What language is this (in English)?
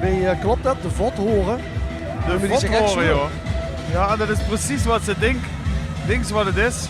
Limburgish